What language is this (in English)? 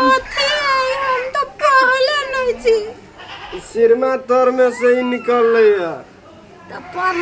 Maithili